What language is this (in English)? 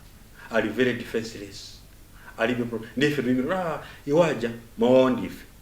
Nyanja